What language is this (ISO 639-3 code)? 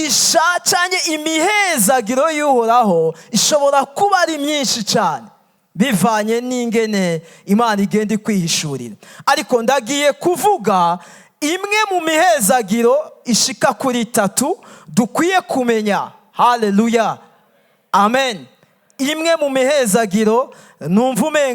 run